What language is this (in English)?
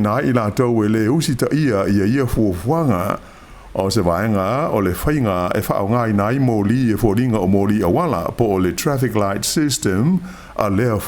Samoan